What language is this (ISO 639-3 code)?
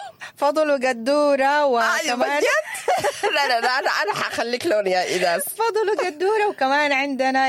apd